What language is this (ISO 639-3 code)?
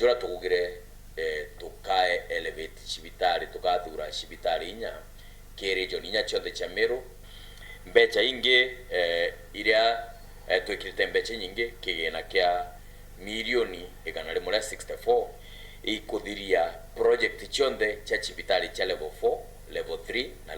mer